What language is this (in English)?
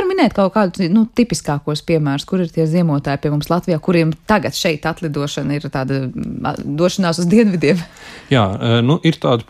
Latvian